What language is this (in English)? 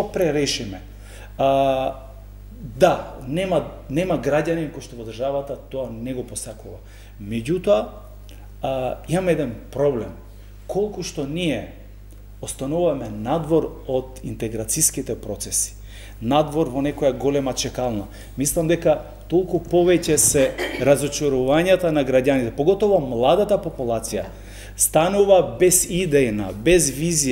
Macedonian